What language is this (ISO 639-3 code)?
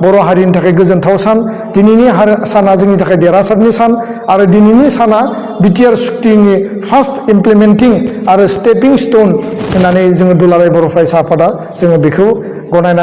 brx